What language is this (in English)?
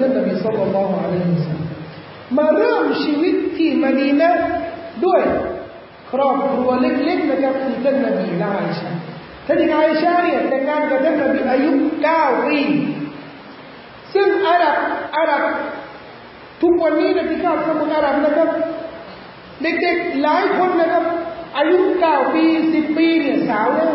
Thai